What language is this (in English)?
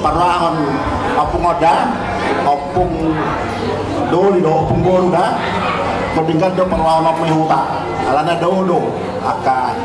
Batak Toba